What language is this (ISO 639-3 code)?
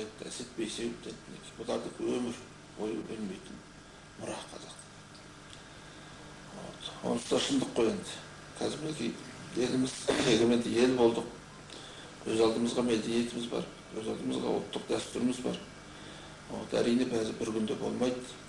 kaz